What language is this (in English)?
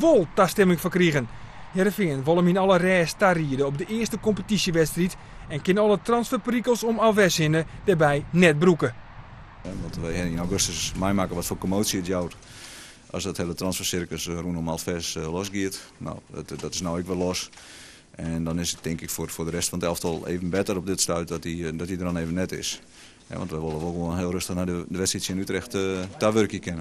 Western Frisian